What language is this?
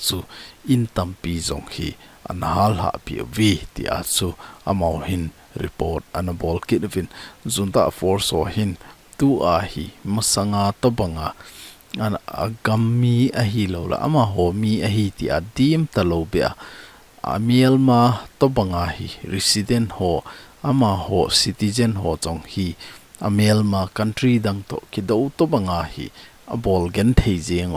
Thado Chin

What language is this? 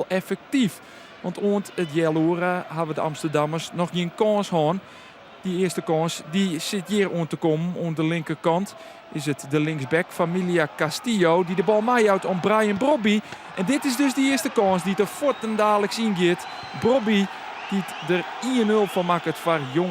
Western Frisian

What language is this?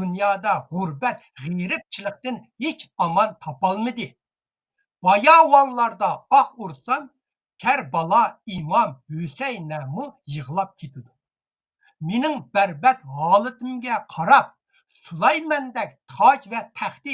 Uyghur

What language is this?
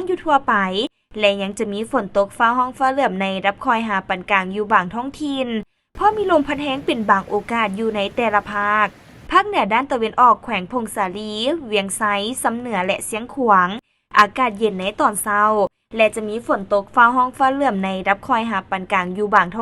Lao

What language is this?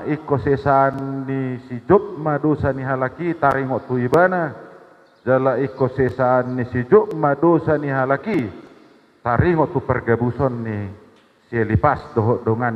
Batak Toba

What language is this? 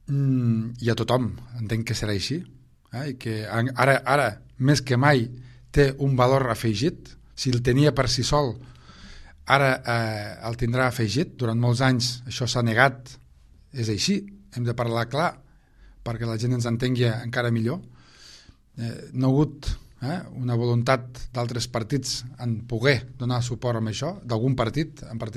Catalan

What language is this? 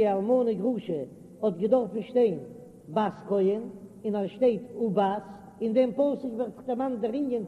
Yiddish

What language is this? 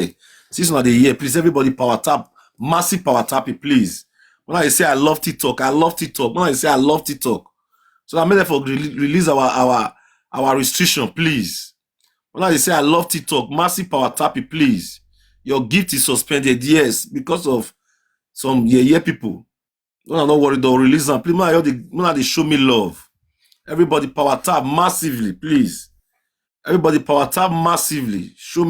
Nigerian Pidgin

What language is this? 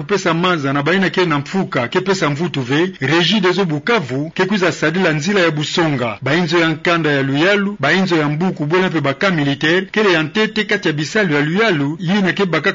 Kituba (Democratic Republic of Congo)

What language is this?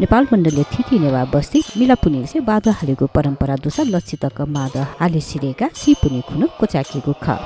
Newari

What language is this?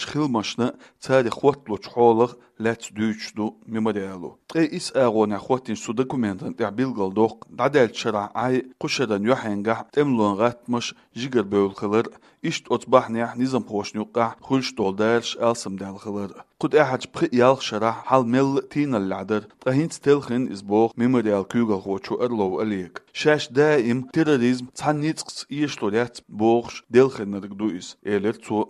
Chechen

